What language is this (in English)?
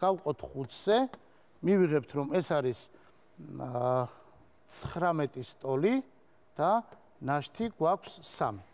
Georgian